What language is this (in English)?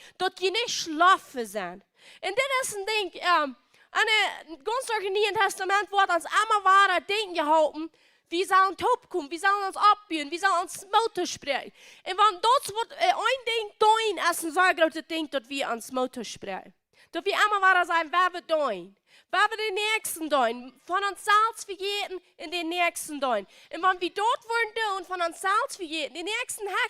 Plautdietsch